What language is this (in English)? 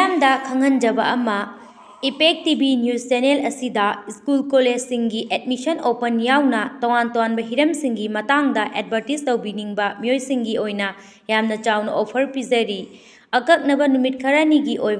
Manipuri